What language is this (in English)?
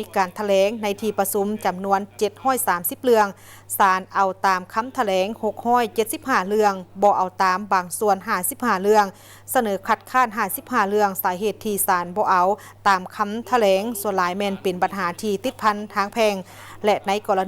Lao